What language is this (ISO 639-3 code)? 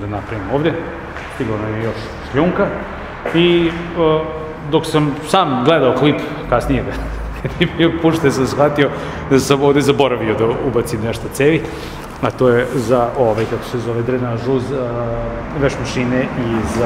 srp